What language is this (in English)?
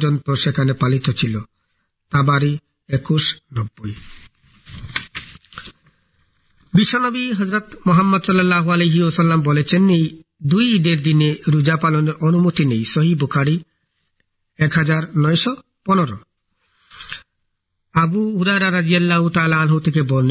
Bangla